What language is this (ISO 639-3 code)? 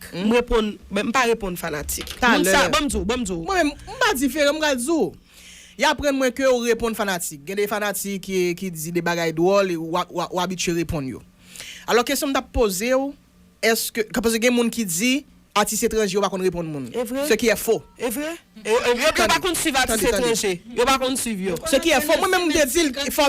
hat